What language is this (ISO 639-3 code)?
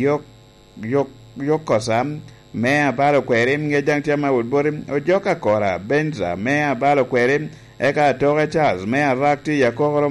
laj